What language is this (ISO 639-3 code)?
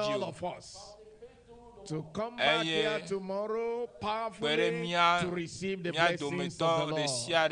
ewe